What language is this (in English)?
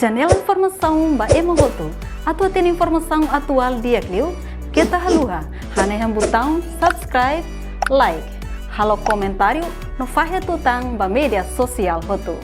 Tetum